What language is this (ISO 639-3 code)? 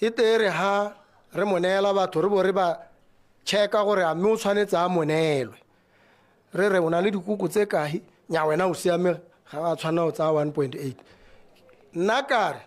tsn